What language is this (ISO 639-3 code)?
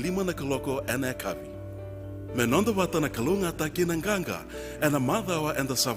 fij